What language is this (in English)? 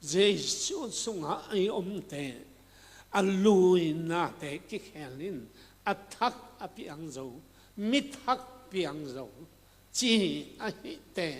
Tedim Chin